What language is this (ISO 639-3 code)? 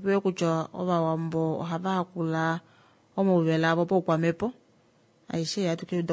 kua